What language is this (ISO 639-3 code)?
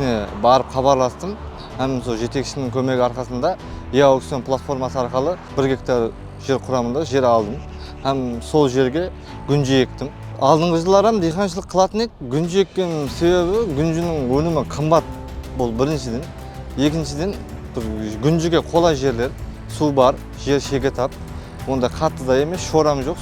kaa